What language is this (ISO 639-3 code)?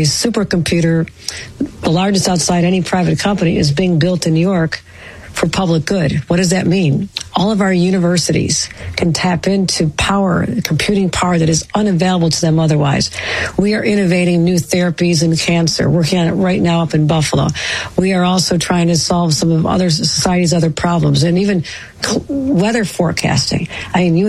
eng